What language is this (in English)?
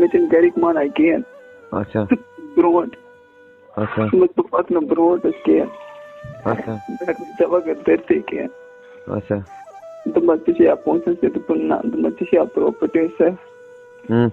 Kashmiri